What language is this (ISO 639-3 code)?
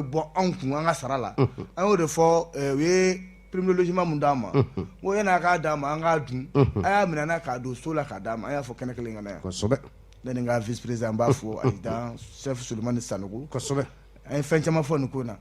bam